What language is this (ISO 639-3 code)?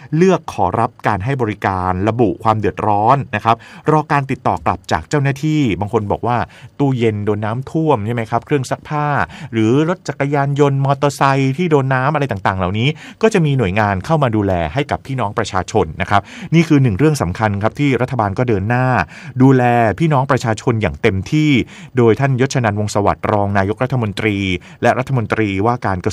tha